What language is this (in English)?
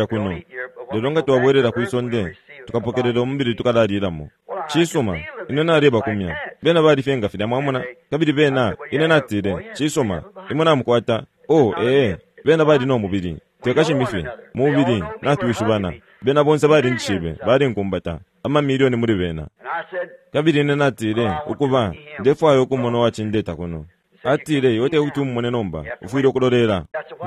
Bemba